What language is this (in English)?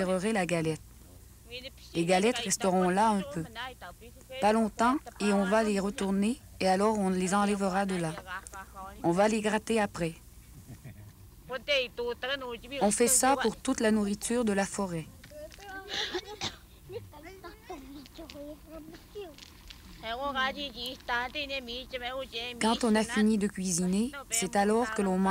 French